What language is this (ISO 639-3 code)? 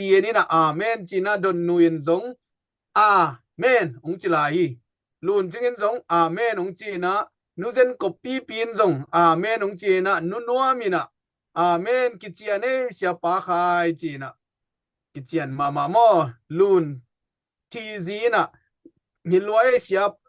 ctd